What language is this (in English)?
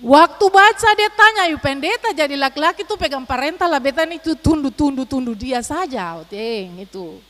Ambonese Malay